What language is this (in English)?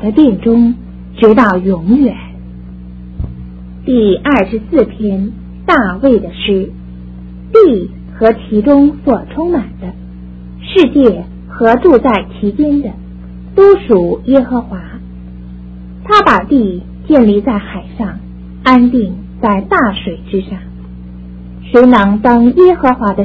Chinese